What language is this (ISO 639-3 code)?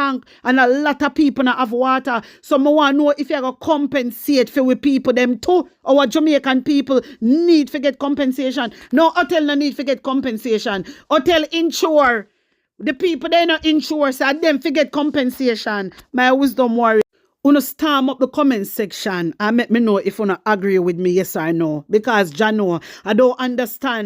jam